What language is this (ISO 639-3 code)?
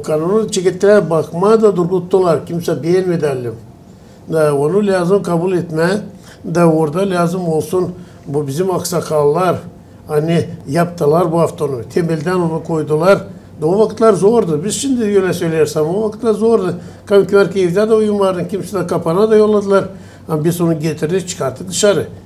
gag